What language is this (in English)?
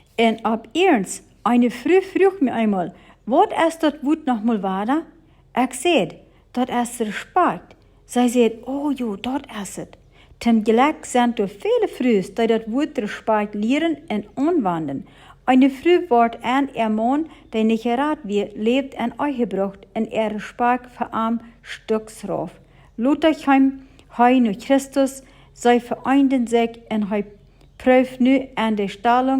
Plautdietsch